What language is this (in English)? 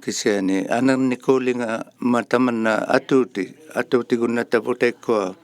Inuktitut